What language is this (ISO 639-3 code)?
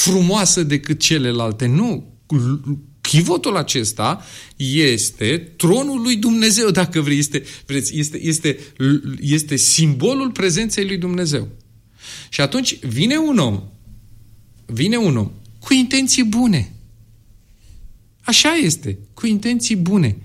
ron